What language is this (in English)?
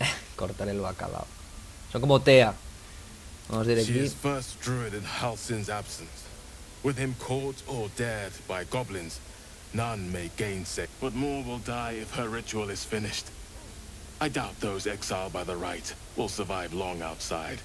Asturian